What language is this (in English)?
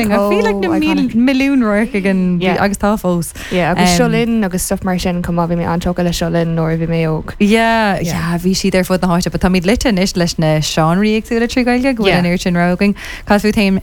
Irish